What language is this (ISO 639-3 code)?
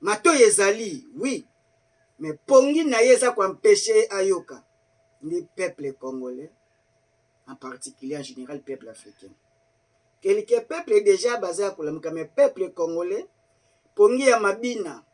lin